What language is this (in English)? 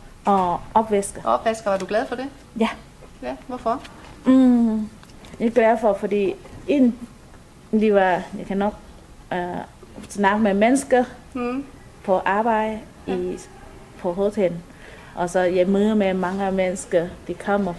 Danish